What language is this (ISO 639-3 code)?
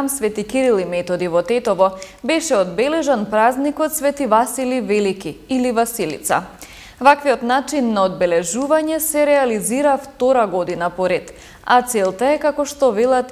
mkd